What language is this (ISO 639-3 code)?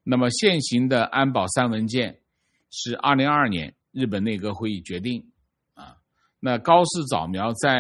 zho